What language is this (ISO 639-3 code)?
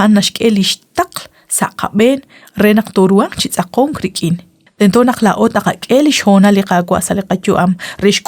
kek